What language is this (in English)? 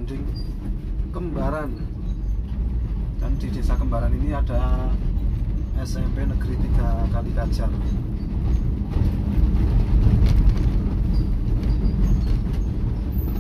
Indonesian